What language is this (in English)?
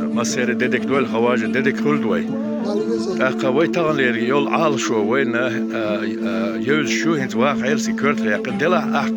Chechen